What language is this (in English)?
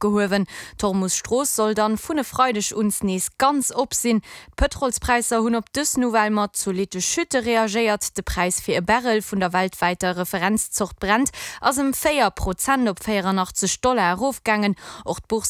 Luxembourgish